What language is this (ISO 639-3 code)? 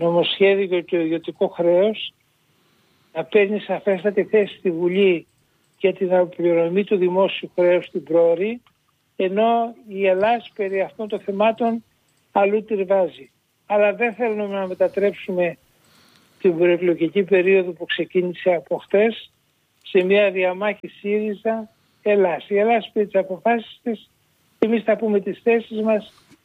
ell